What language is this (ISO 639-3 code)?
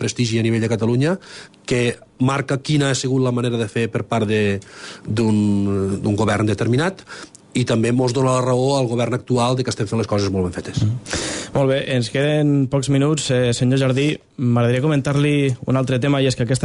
cat